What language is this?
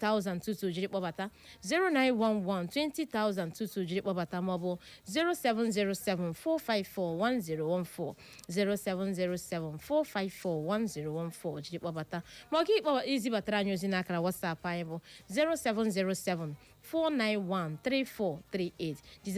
Igbo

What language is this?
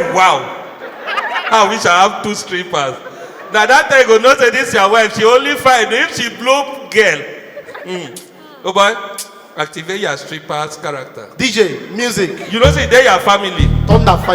Nigerian Pidgin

